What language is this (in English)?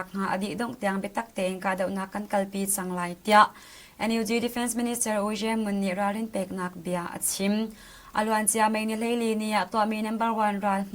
Hakha Chin